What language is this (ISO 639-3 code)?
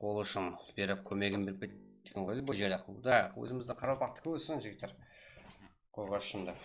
kaa